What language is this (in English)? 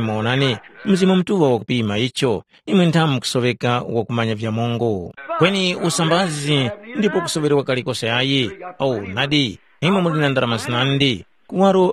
Tumbuka